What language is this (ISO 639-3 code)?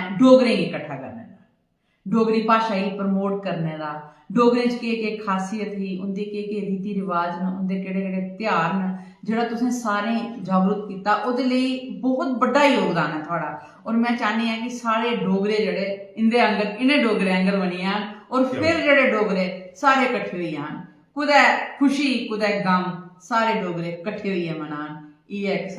doi